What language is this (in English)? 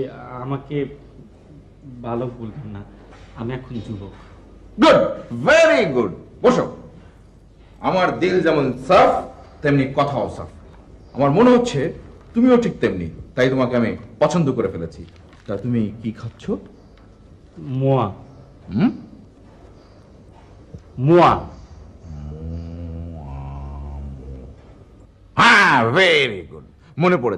Bangla